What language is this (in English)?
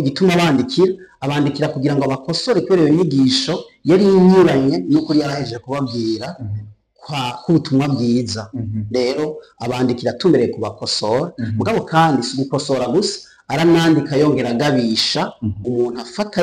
Rundi